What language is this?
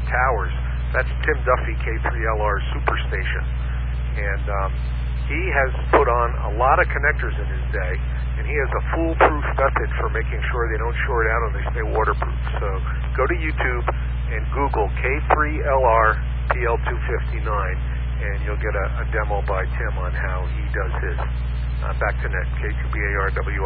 English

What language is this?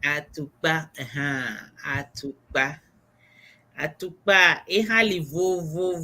Ewe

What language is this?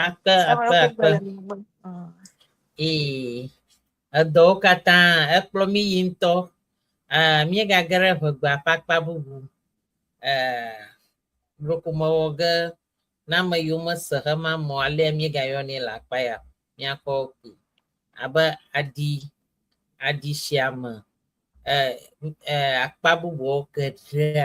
Ewe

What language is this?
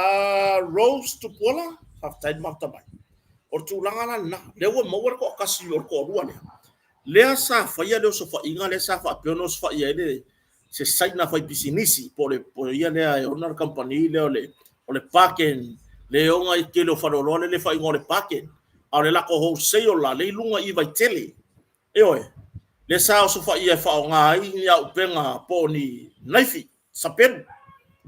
Samoan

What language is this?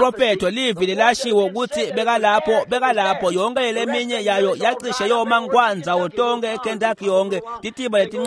Swati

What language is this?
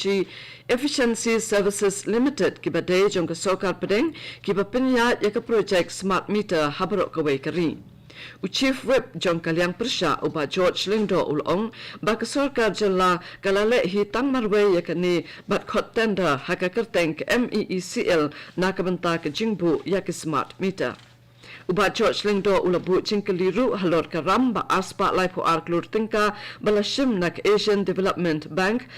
Khasi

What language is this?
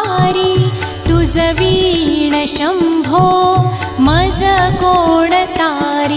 Marathi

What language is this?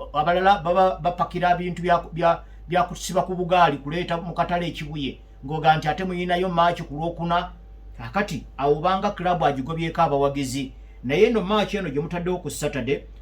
Ganda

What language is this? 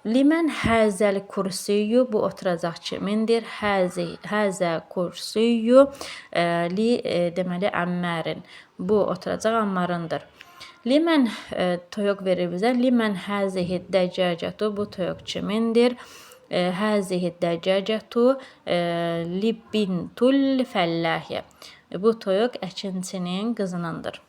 Azerbaijani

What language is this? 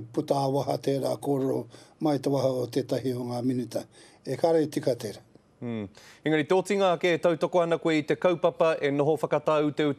Māori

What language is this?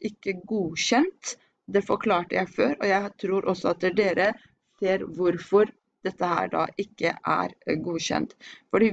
Norwegian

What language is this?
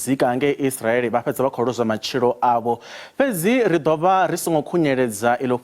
Venda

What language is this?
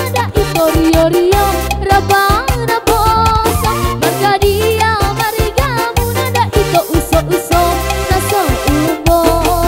Batak Toba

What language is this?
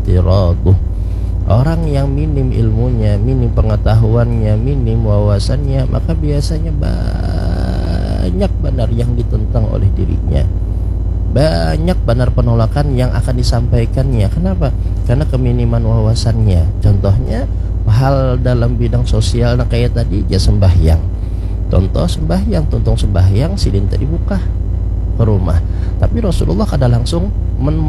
Banjar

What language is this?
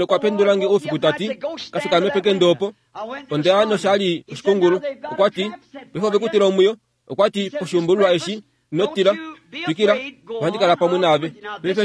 Kuanyama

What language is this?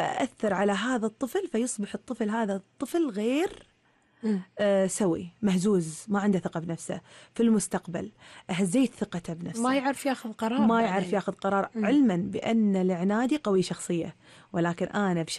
Gulf Arabic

